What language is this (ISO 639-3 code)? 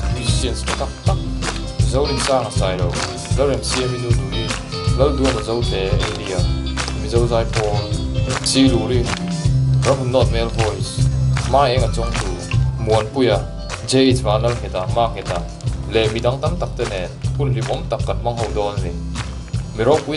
lus